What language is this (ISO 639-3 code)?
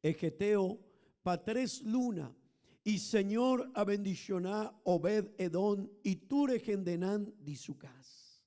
pap